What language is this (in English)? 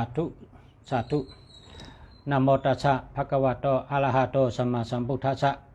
Shan